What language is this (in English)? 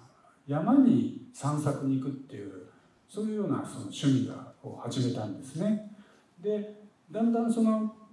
Japanese